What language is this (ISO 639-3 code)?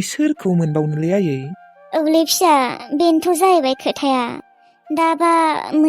brx